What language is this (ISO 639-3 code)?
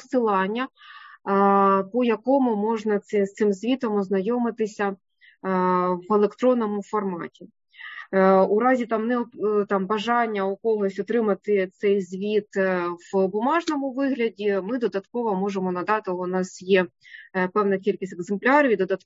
ukr